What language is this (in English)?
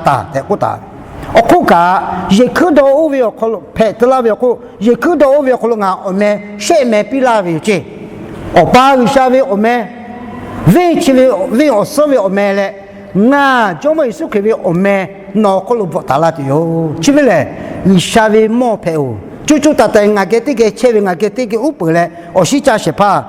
Lahu